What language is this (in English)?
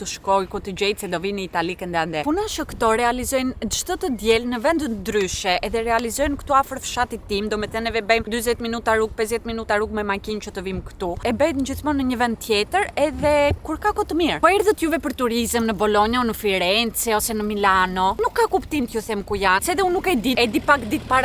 Albanian